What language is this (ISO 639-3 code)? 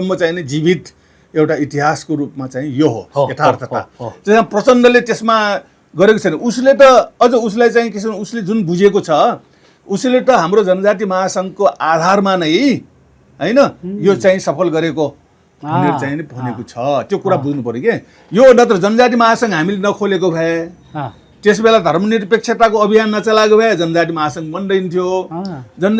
nep